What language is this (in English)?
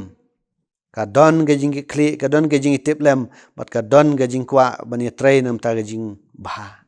Khasi